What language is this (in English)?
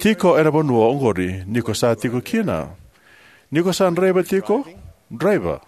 Fijian